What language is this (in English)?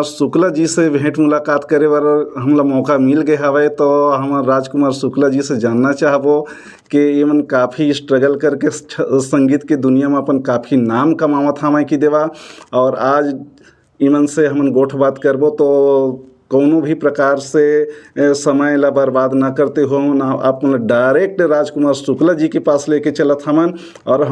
Chhattisgarhi